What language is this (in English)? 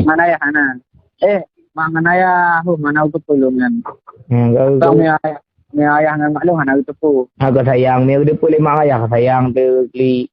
Achinese